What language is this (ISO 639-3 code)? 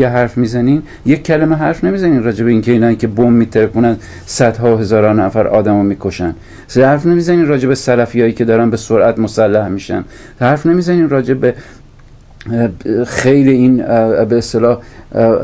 fas